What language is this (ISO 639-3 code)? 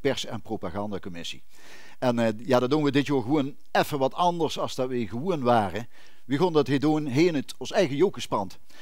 lim